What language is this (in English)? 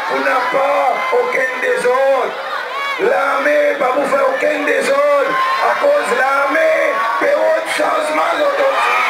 Seselwa Creole French